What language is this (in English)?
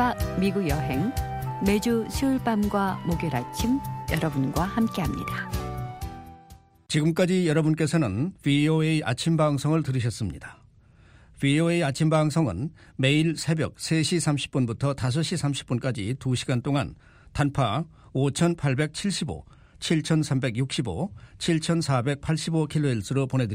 Korean